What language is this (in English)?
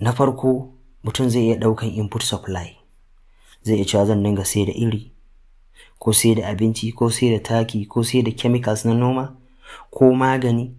Hausa